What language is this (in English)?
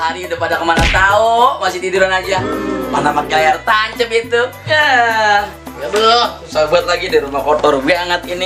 Betawi